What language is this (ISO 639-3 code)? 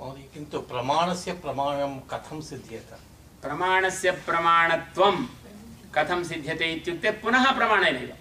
san